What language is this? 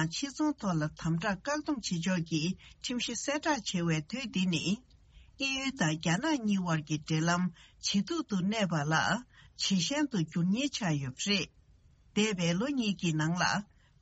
Tibetan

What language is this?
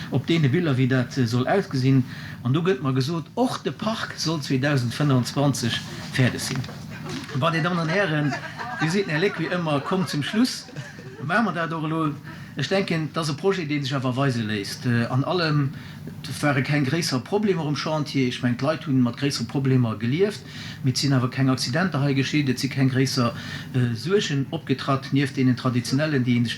Luxembourgish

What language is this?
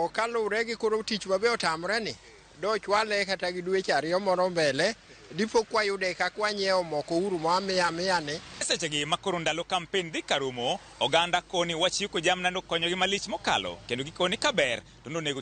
Luo (Kenya and Tanzania)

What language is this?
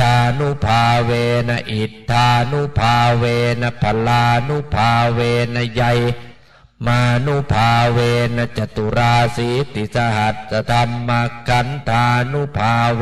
Pali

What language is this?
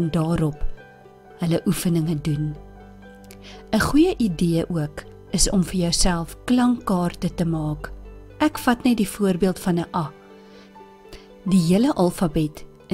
Afrikaans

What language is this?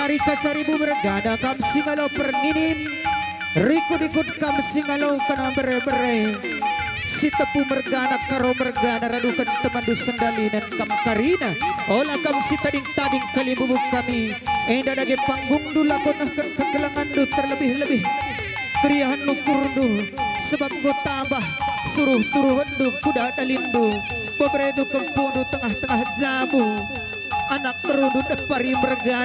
Batak Karo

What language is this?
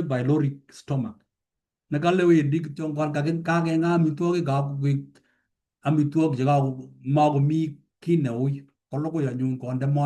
Kalenjin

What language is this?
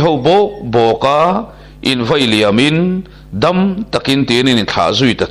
Mizo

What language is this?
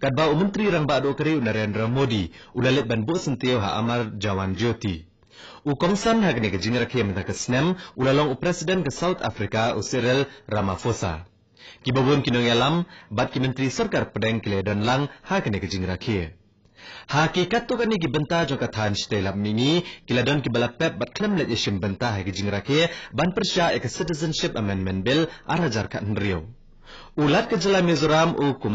Khasi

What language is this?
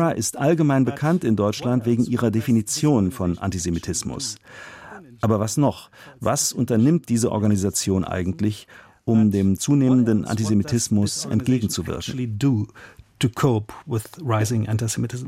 German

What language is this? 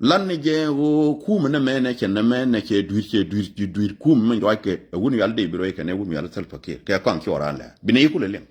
Nuer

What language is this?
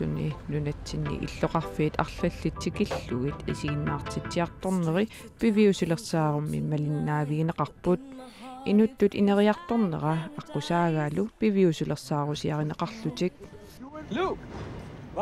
Kalaallisut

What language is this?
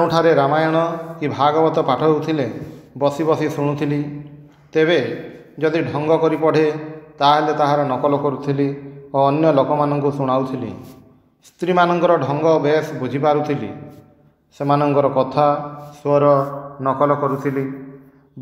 Odia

